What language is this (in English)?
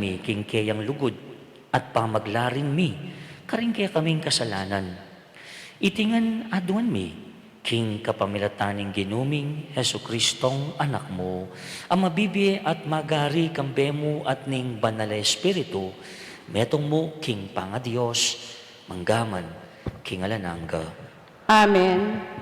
Pampanga